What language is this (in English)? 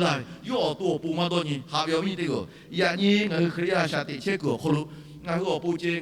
Lahu